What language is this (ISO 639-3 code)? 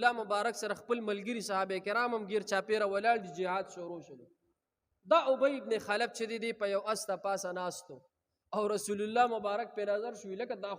pus